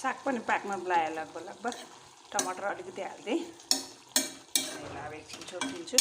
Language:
Nepali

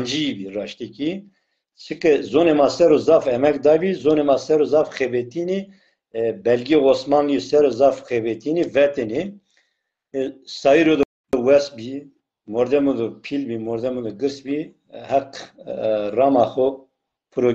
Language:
Zaza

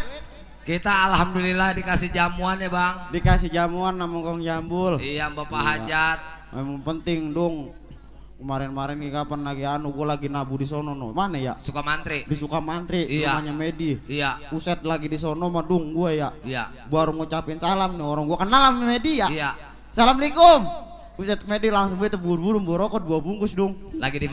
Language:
Betawi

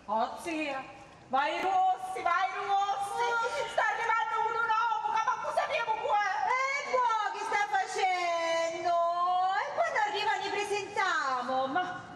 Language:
Sicilian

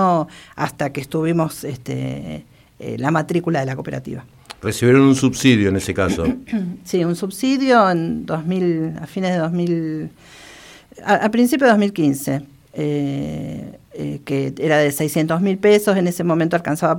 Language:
Spanish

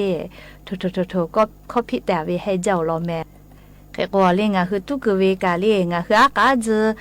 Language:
Lahu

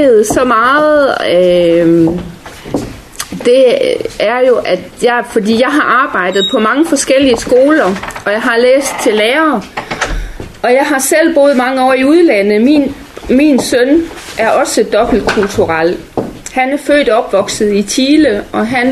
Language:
Danish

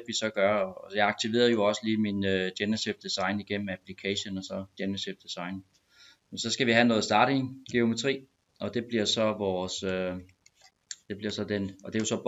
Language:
Danish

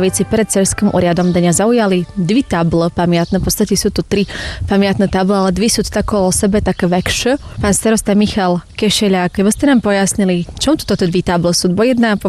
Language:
Slovak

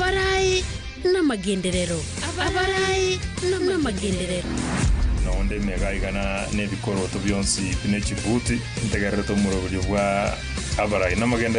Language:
Gusii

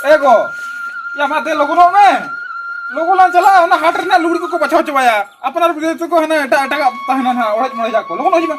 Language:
Santali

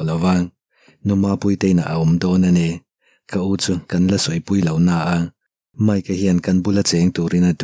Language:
Mizo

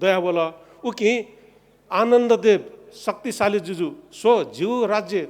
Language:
Newari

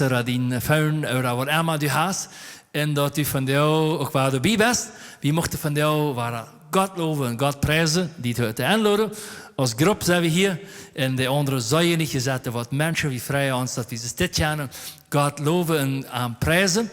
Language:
Plautdietsch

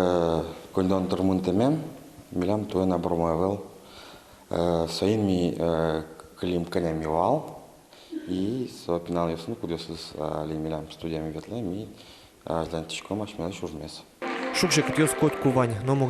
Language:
Udmurt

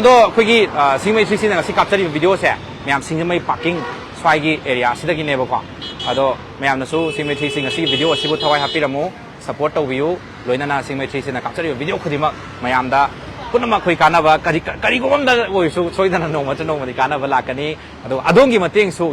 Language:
Manipuri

